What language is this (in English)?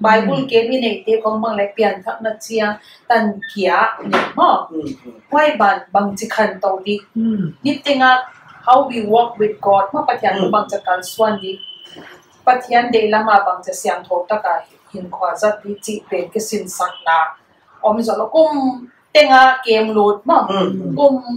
Paite Chin